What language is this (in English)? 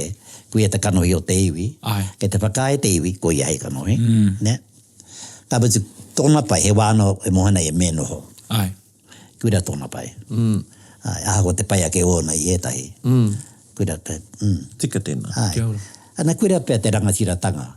Māori